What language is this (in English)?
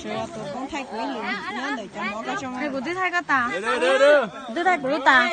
Hmong